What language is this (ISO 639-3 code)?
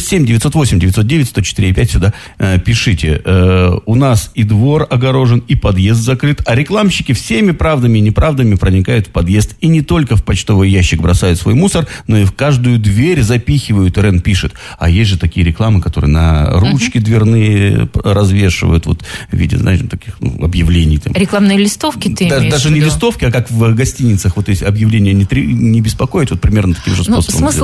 rus